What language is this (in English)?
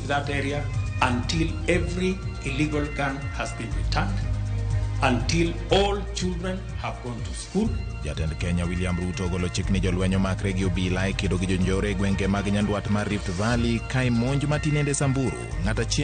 Luo (Kenya and Tanzania)